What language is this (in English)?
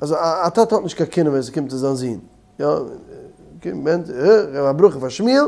Yiddish